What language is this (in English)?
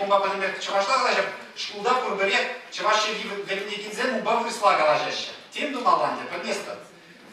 Chuvash